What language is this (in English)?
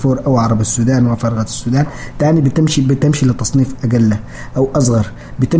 Sudanese Arabic